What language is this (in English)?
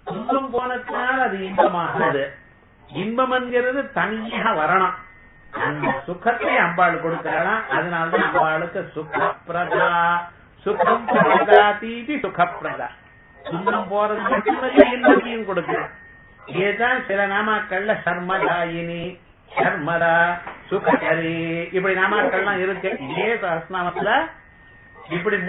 Tamil